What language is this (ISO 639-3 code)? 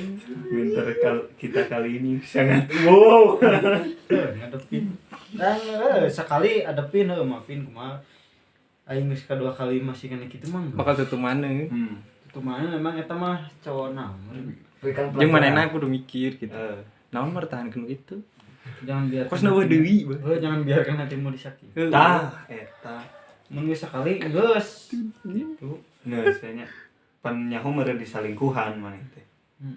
sun